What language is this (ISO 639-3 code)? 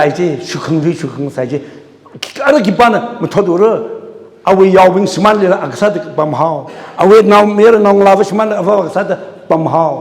nmf